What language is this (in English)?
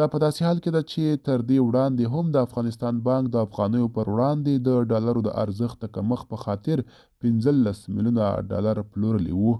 Pashto